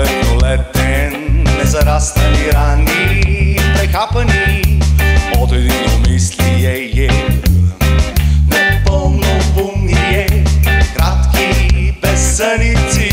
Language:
Bulgarian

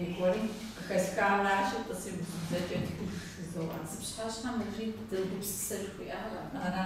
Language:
Kabardian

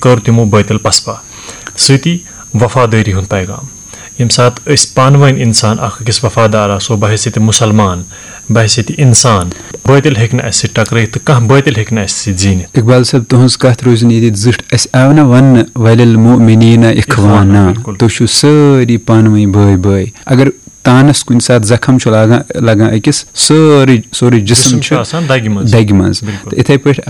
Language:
Kashmiri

